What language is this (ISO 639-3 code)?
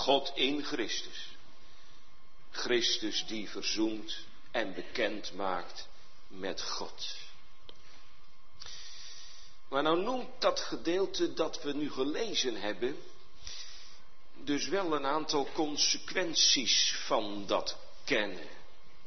nld